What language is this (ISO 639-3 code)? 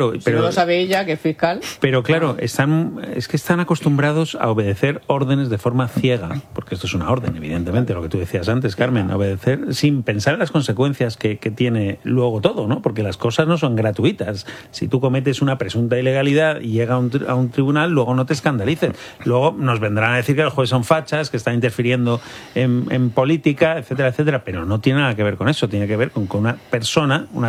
spa